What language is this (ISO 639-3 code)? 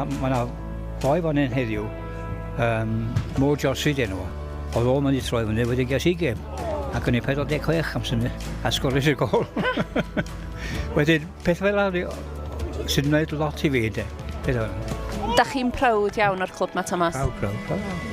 cym